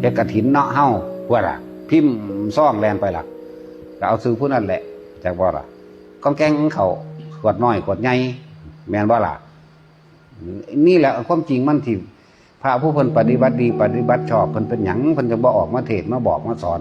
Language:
Northeastern Thai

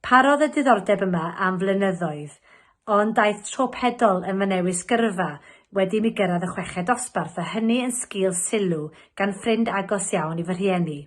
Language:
Welsh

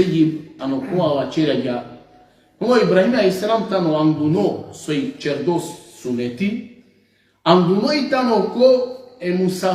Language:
Balkan Romani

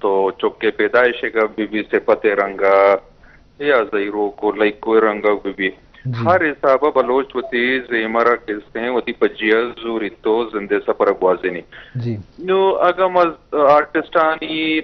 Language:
Eastern Balochi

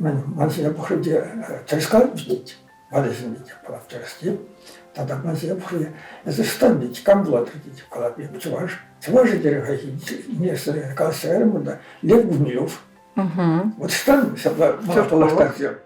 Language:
Chuvash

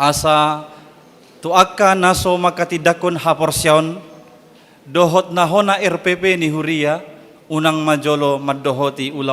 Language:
Batak Toba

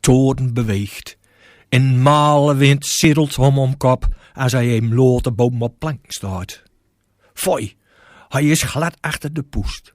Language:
Gronings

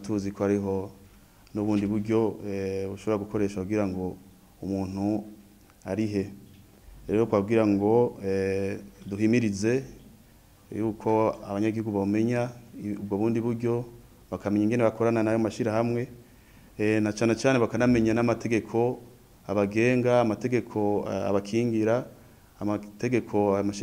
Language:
Rundi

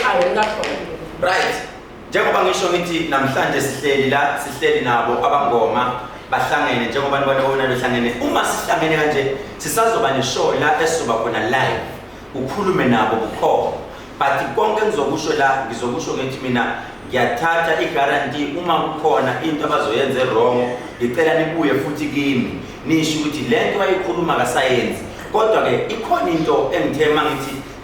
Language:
Zulu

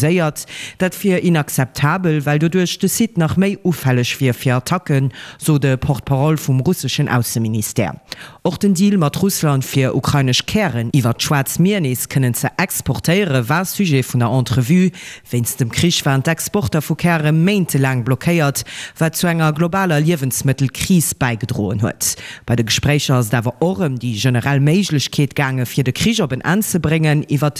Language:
Luxembourgish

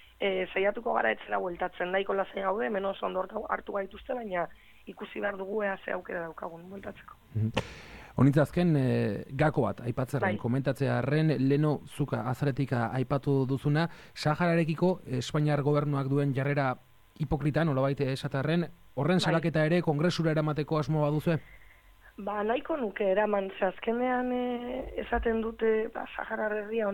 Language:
Basque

